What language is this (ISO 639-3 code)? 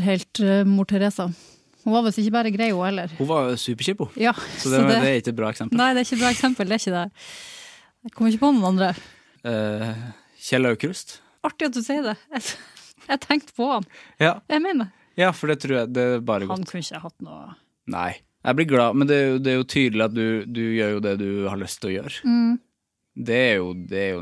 nor